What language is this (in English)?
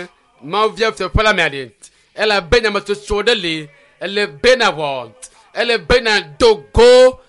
Ewe